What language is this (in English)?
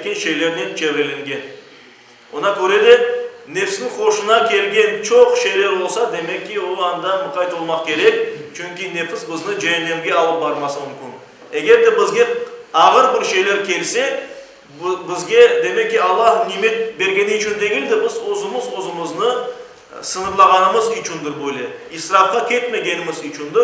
Crimean Tatar